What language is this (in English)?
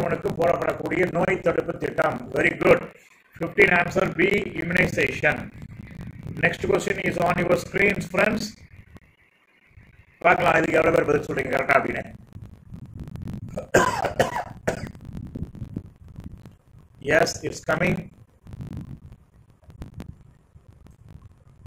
Tamil